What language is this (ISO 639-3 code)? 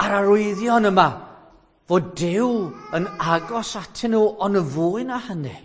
cym